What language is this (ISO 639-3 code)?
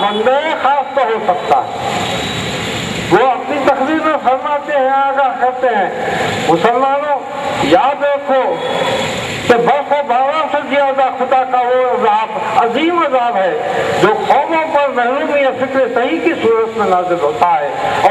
urd